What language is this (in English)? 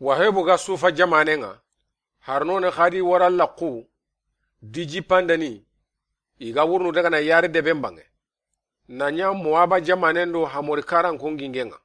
Soninke